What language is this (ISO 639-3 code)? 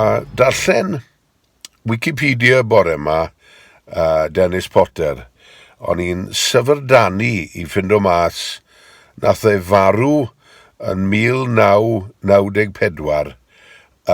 cym